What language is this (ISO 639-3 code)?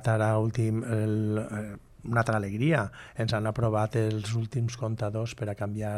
cat